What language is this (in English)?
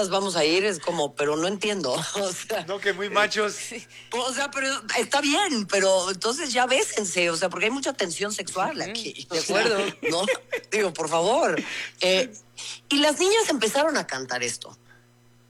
Spanish